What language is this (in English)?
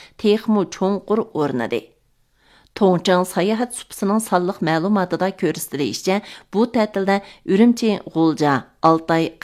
Uyghur